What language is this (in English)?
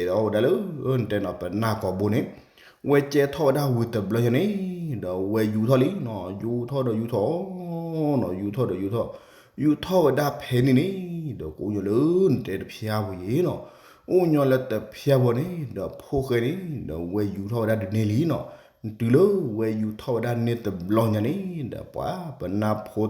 S'gaw Karen